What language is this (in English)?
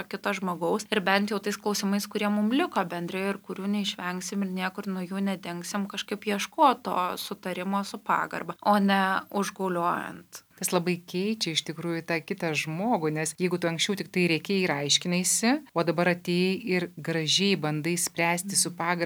Lithuanian